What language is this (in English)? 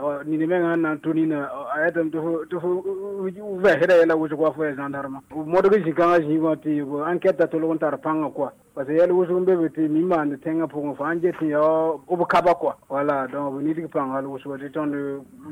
Mossi